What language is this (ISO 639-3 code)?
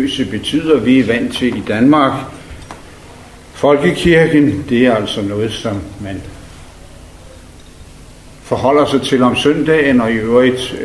dan